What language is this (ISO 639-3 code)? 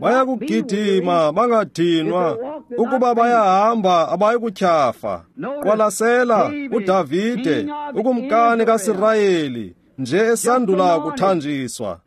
xho